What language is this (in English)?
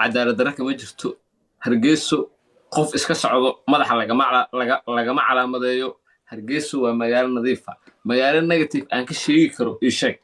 Somali